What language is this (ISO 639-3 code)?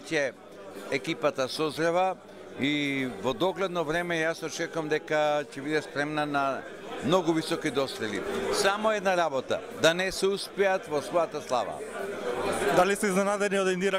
mkd